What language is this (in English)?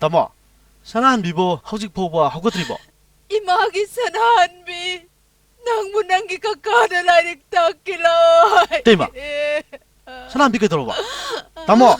Manipuri